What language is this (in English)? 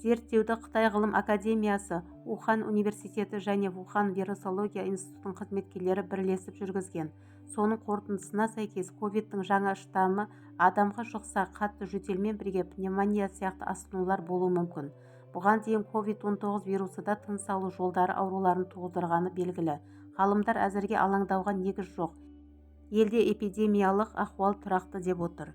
Kazakh